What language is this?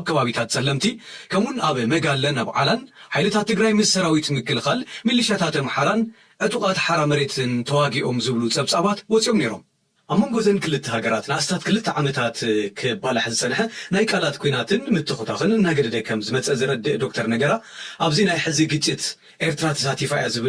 Tigrinya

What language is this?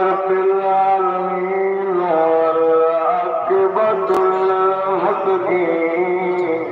Saraiki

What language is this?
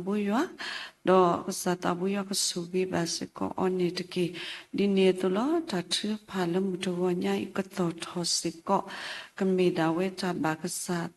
S'gaw Karen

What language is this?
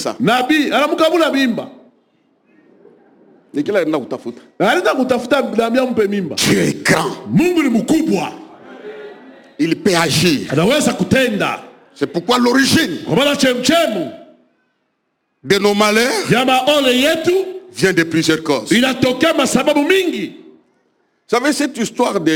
Swahili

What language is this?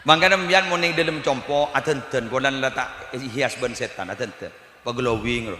Madurese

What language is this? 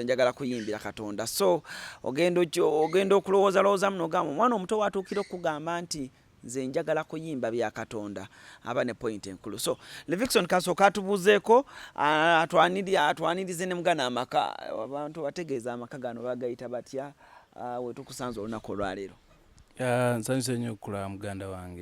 Ganda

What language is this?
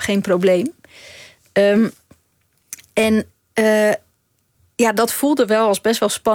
Dutch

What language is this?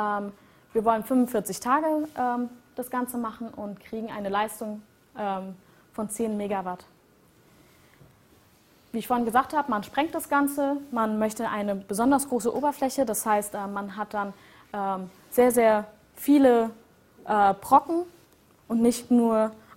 German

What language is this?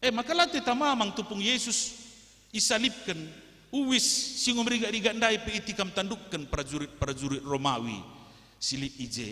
Batak Karo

